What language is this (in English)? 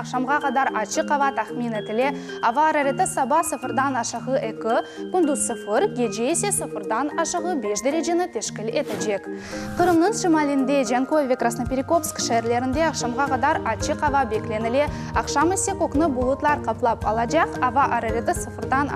Crimean Tatar